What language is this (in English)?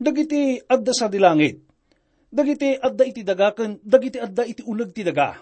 Iloko